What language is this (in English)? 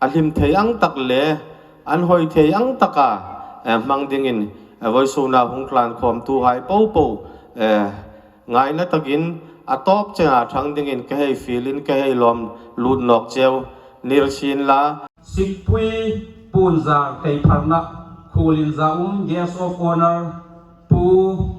Hmar